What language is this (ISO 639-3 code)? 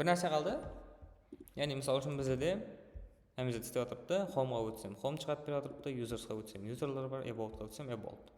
kaa